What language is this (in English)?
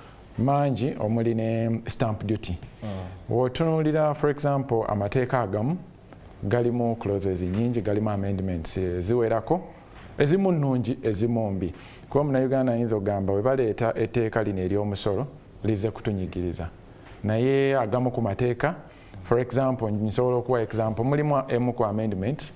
Ganda